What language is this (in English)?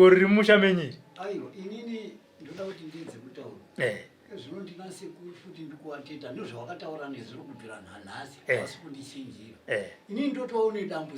Shona